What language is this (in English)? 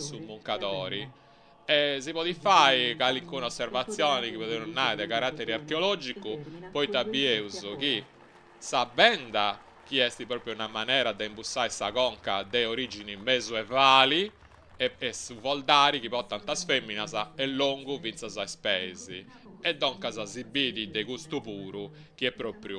Sardinian